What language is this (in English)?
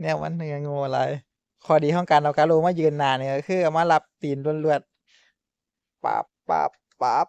Northeastern Thai